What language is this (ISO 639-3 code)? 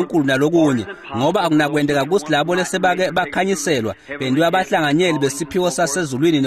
ssw